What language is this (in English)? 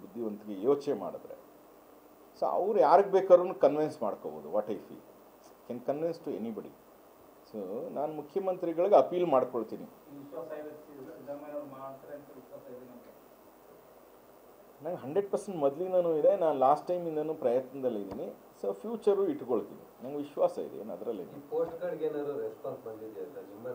Kannada